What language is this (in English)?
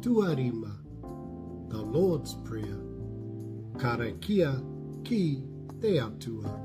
Māori